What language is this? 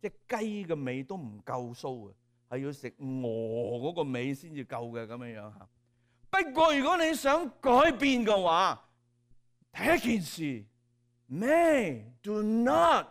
Cantonese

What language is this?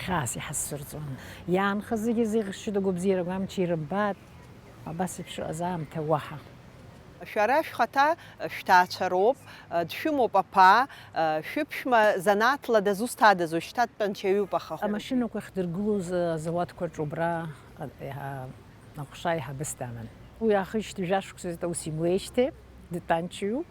Abkhazian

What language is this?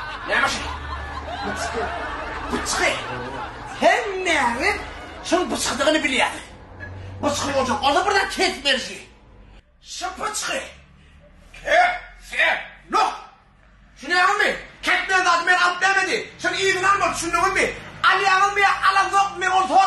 Turkmen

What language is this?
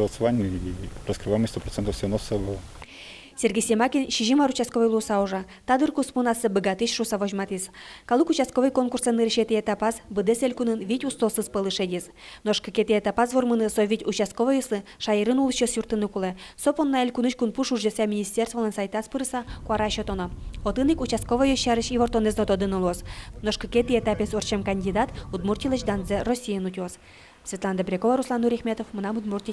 Udmurt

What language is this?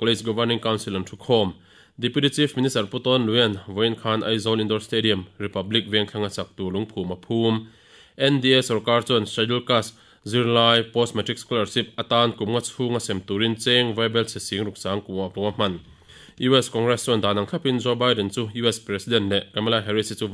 Mizo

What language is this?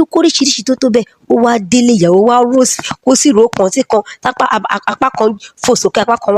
Yoruba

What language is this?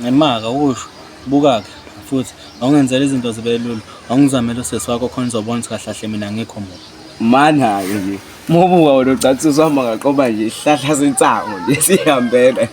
Zulu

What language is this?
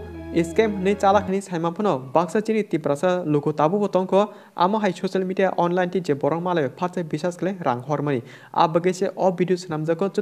Kok Borok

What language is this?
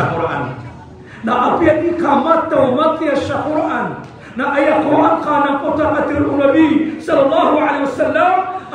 Maranao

